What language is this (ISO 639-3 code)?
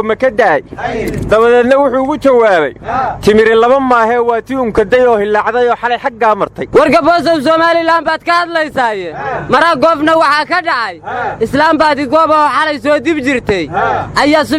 som